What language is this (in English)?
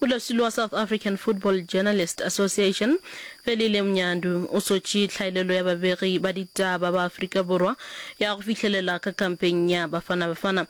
Northern Sotho